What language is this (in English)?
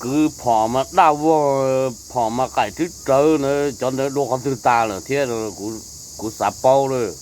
Hmong